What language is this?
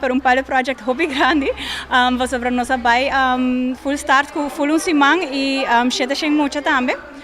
Papiamento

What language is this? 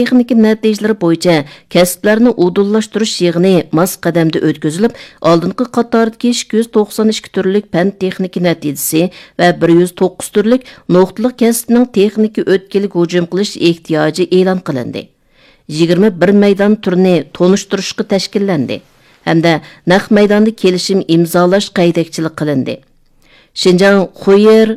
Uyghur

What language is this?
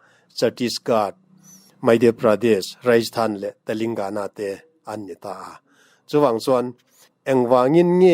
Mizo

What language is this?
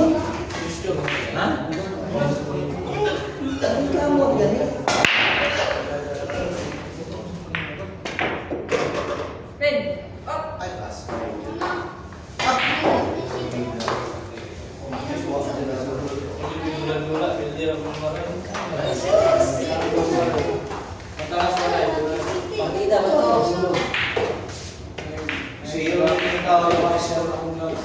Filipino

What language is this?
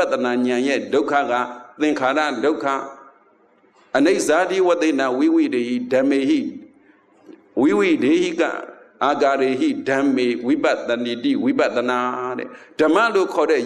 Burmese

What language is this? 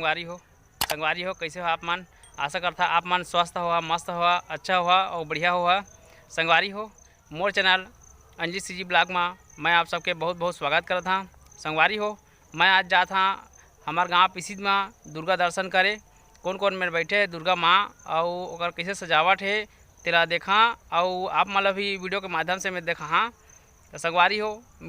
Chhattisgarhi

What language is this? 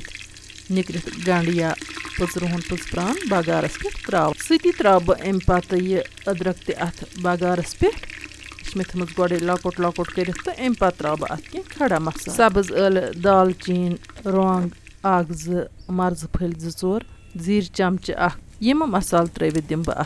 Kashmiri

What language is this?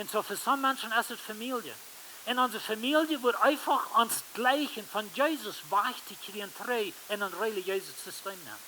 Plautdietsch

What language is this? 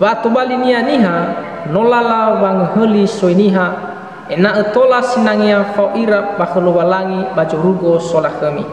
Nias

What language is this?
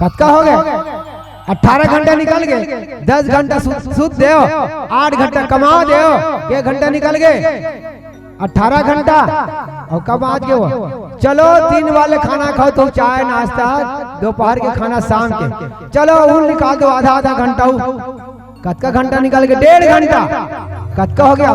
Chhattisgarhi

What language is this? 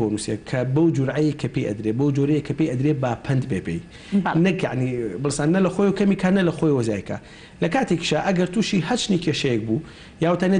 Central Kurdish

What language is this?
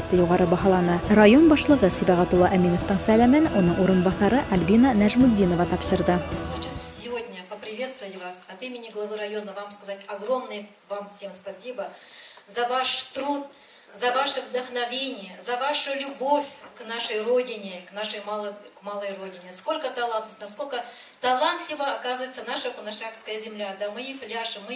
Bashkir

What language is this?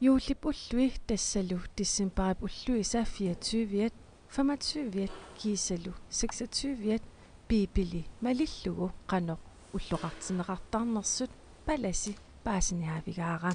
Kalaallisut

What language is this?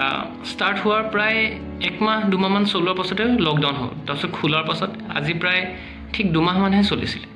Assamese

